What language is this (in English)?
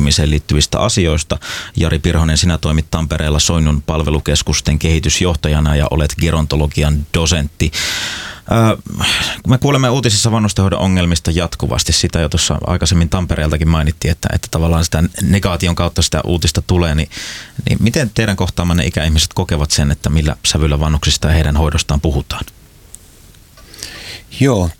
Finnish